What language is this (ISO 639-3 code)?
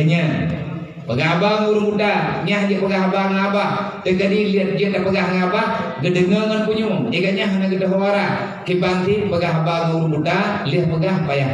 ace